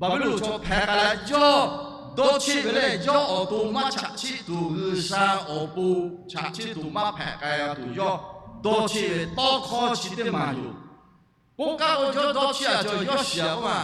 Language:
Lahu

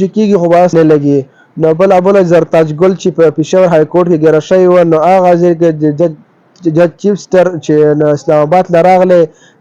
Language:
Pashto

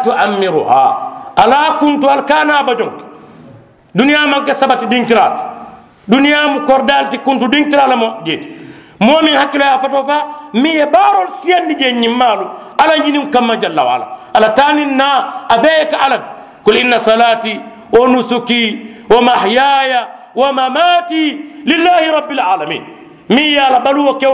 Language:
Mandingo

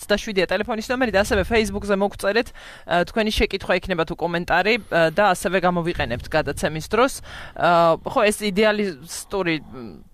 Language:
Georgian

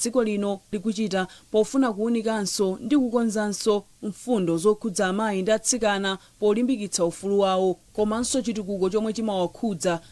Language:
Nyanja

